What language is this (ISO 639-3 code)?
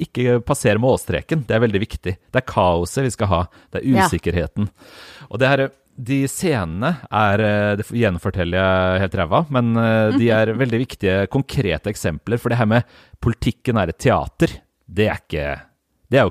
nor